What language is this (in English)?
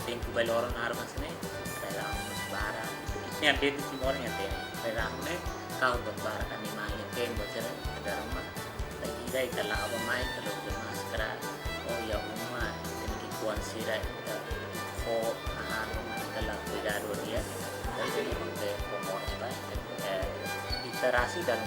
Tetum